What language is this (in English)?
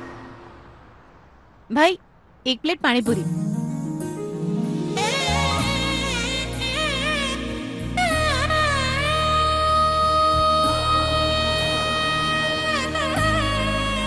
Gujarati